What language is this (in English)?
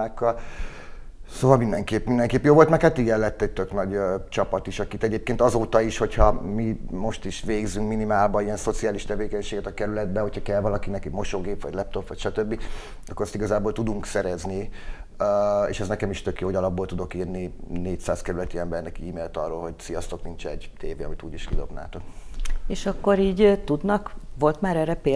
Hungarian